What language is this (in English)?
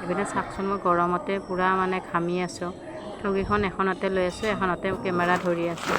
Assamese